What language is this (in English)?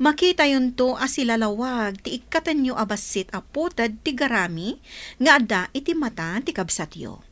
Iloko